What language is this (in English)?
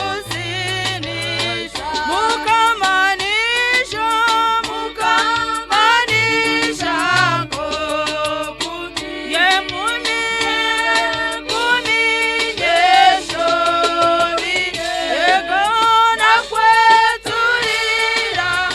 Nyankole